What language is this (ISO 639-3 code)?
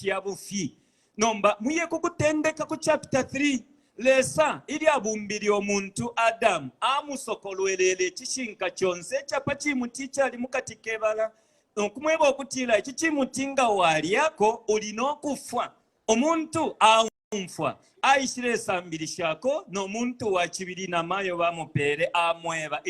bem